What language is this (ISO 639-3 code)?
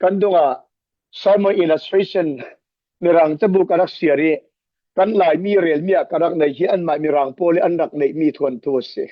cfm